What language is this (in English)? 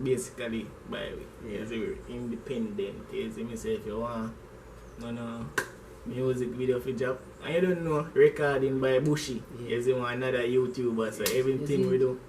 Jamaican Creole English